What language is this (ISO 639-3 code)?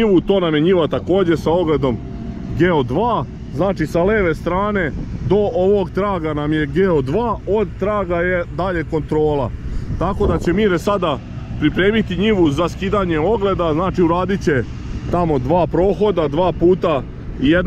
srp